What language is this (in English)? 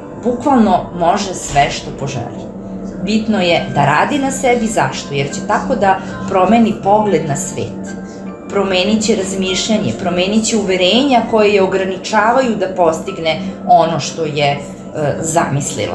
Serbian